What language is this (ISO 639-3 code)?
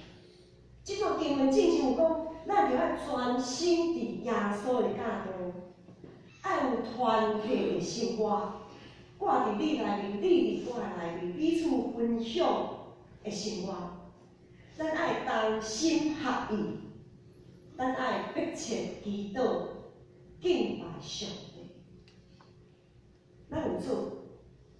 nan